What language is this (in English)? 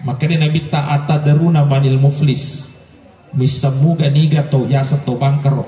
Buginese